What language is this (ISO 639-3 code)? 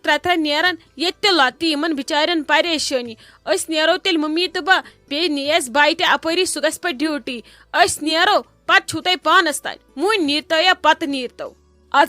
kas